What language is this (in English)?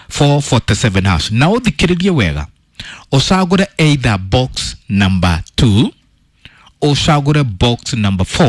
Kikuyu